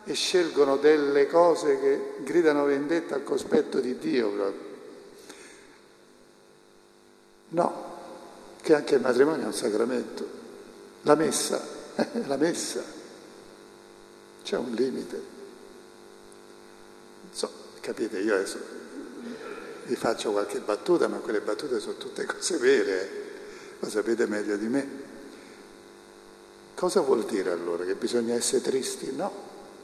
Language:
Italian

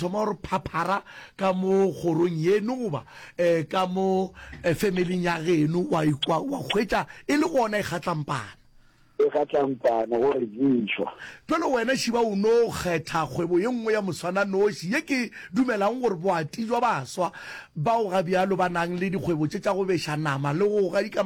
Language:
Northern Sotho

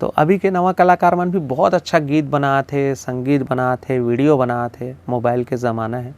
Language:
Chhattisgarhi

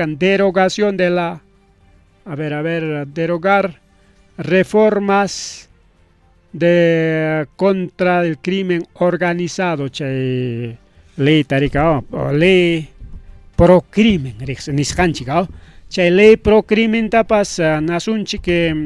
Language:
Ayacucho Quechua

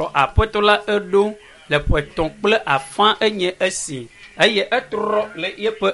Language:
Ewe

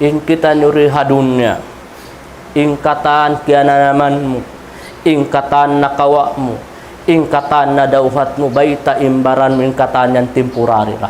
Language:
Tausug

